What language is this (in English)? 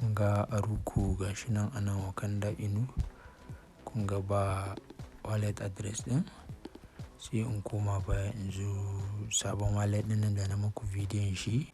Hausa